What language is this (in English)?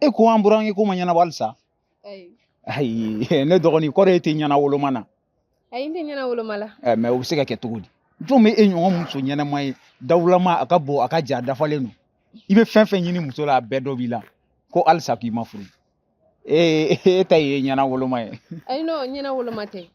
Bambara